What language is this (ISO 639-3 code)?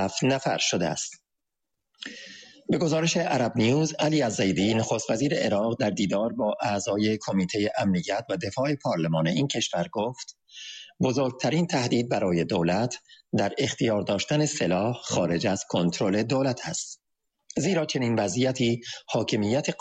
fas